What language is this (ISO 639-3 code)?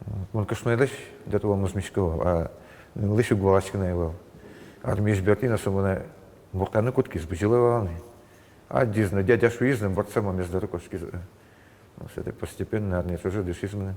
udm